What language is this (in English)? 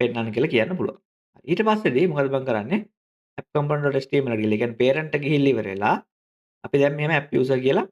Sinhala